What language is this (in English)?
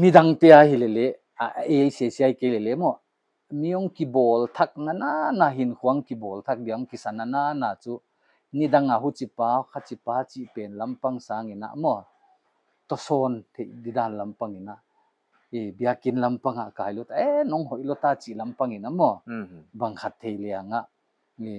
Paite Chin